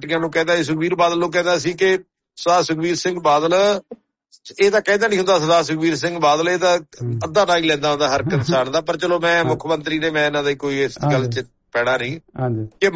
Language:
Punjabi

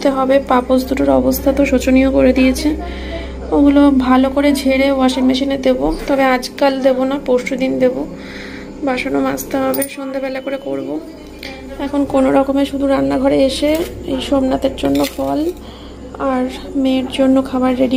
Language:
Bangla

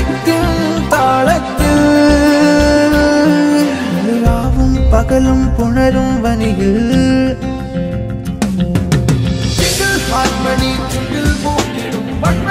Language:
Malayalam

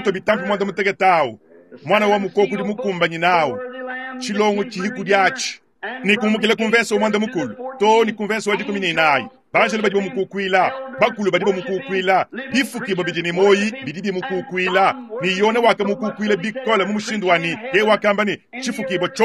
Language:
Luba-Lulua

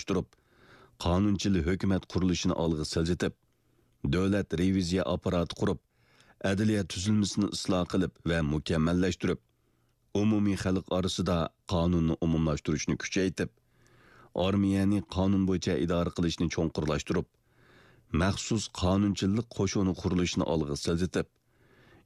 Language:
Uyghur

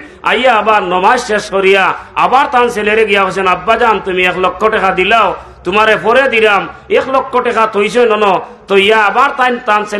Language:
Sylheti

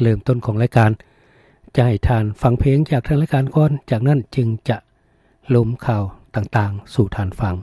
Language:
Lao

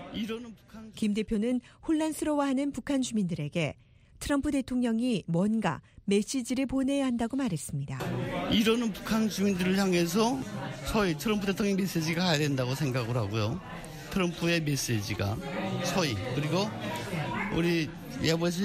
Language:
Korean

